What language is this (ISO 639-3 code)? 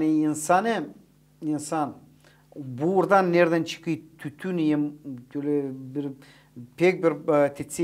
gag